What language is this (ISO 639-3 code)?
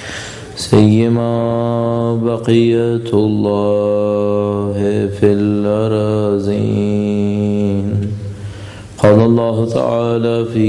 urd